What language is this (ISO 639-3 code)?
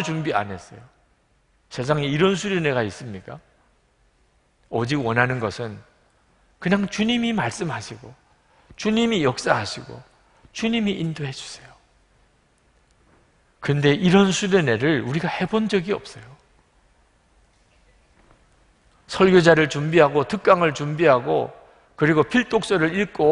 kor